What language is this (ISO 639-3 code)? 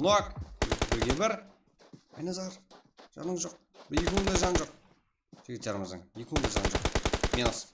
kaa